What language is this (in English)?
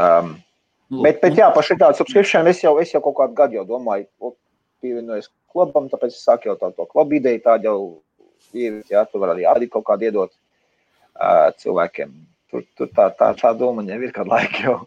Latvian